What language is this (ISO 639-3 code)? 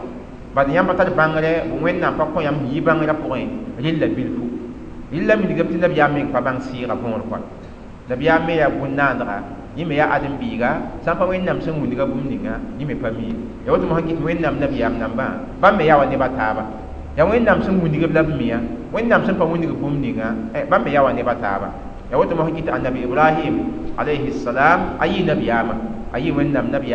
mos